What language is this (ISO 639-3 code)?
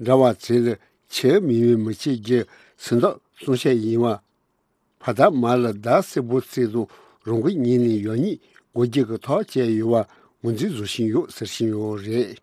bod